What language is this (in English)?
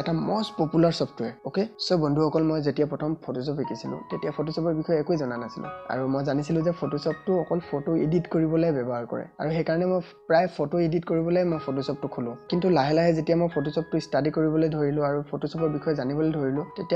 Assamese